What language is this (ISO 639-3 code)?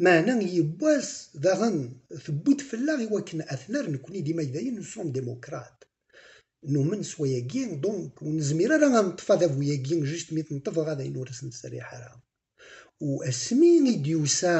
kab